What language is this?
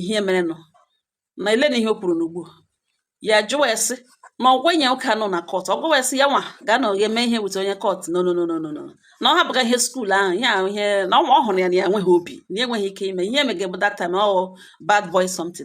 Igbo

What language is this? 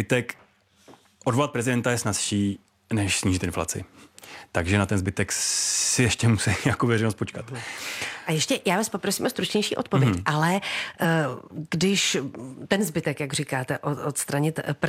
Czech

